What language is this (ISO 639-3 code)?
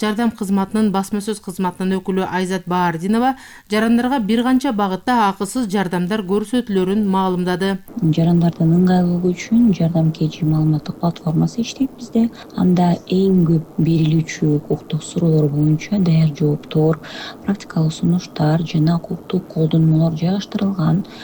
kir